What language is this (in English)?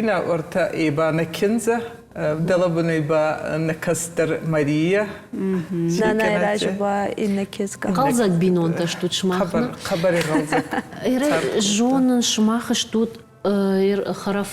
Ossetic